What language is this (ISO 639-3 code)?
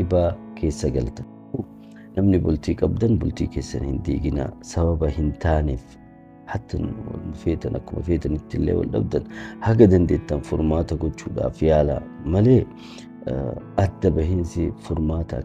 orm